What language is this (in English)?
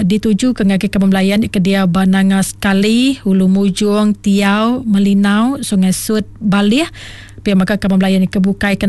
Iban